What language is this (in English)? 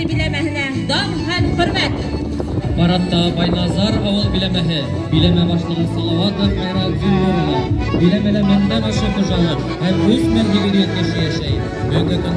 Bashkir